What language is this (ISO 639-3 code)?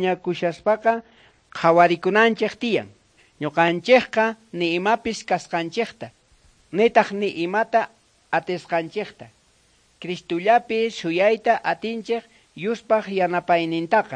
quh